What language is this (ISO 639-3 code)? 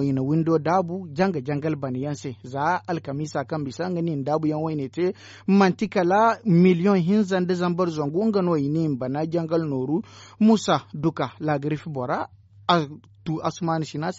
dje